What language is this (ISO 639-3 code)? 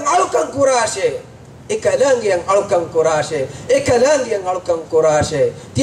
div